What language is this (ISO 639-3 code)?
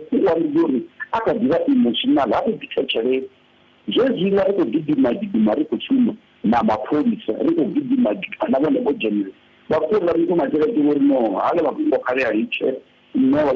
ven